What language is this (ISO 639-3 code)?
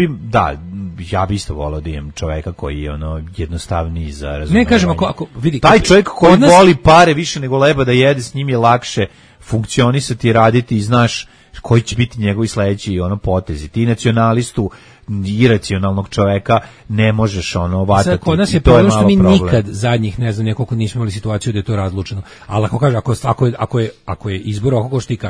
srp